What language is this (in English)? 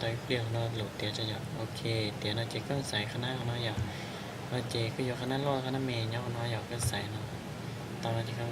Hmong